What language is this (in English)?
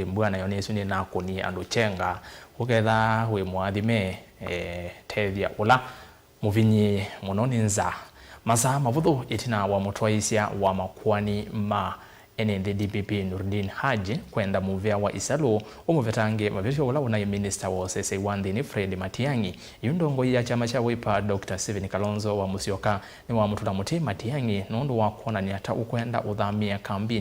Kamba